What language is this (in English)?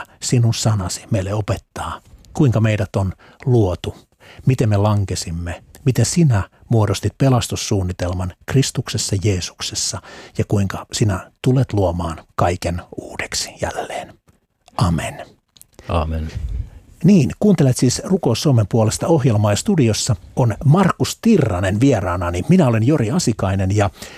Finnish